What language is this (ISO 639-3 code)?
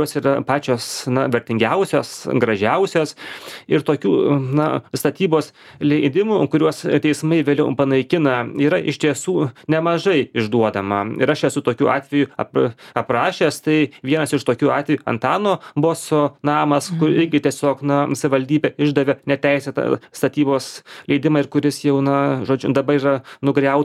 lit